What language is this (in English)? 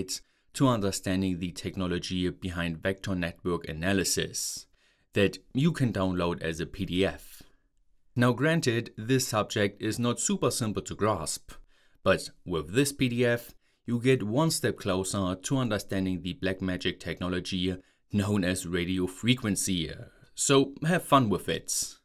English